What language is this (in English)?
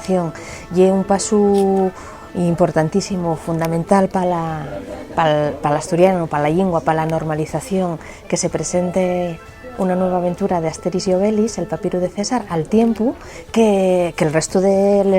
Asturian